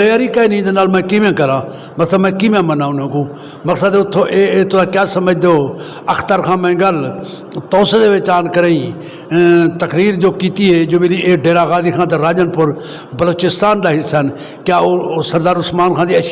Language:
Saraiki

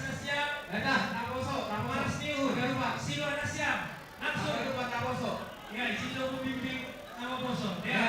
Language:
Batak Simalungun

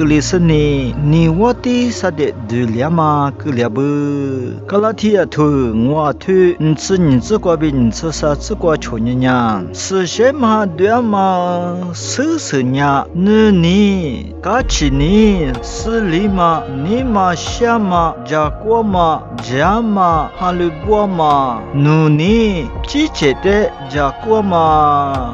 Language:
Lisu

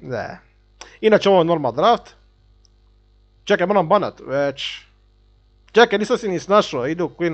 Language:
Croatian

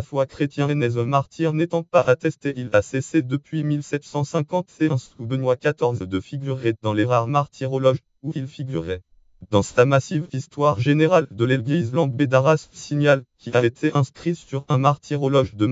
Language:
French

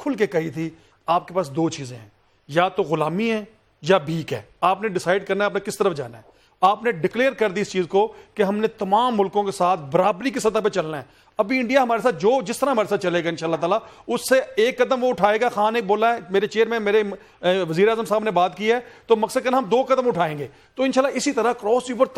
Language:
Urdu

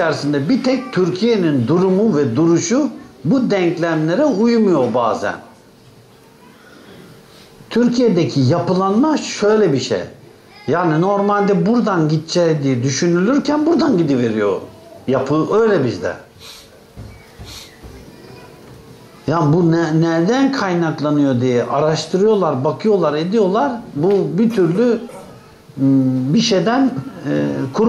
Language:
Turkish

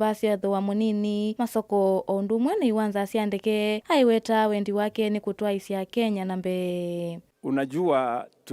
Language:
Kamba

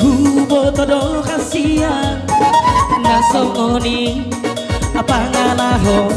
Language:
Batak Toba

